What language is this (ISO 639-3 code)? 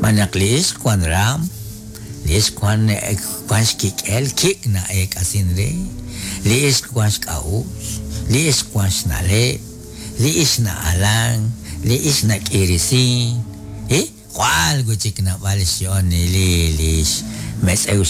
kek